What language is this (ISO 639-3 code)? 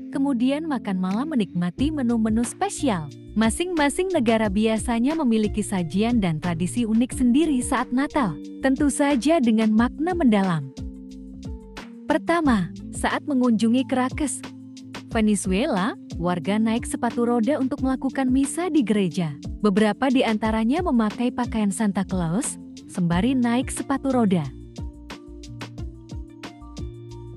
ind